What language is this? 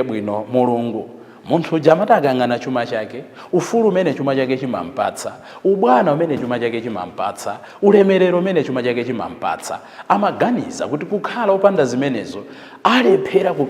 Nyanja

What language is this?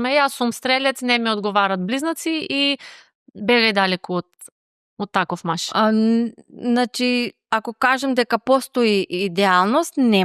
Macedonian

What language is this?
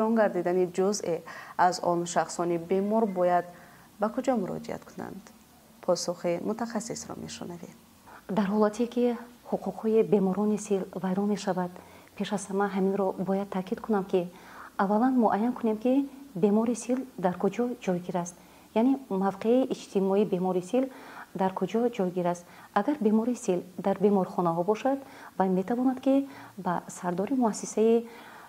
Tajik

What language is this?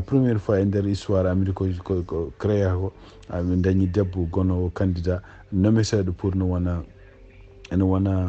Fula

